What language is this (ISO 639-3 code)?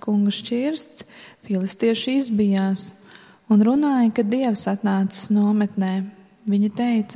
lav